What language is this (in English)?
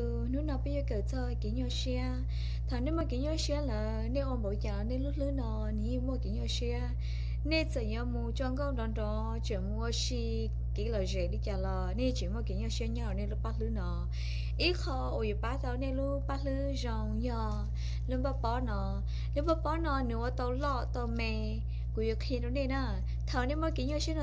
Hmong